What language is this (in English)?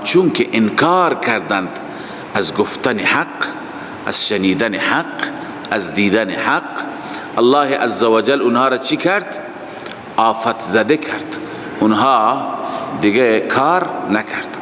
Persian